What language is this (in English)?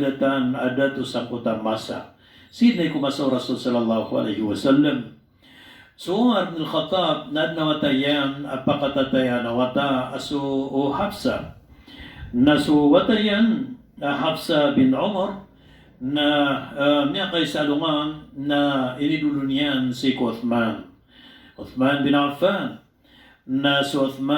Maranao